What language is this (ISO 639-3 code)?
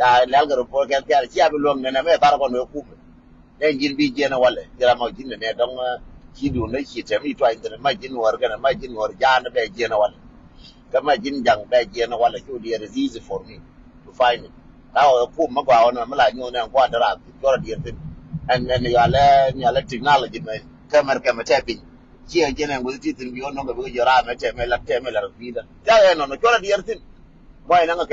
nus